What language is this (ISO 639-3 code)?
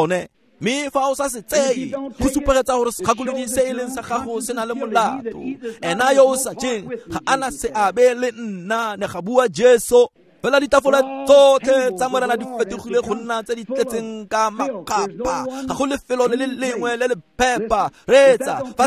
tsn